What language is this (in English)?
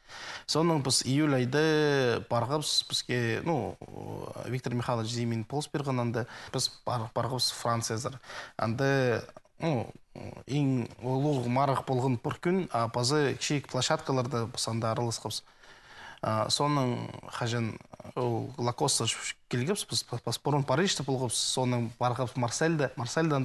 Khakas